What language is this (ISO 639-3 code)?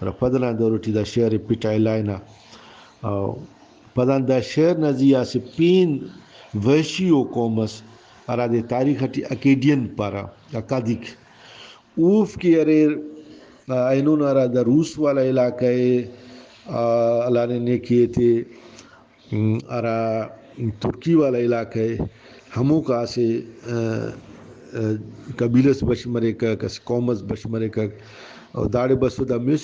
brh